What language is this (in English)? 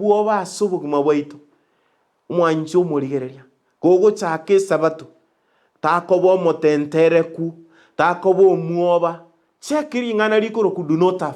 Gusii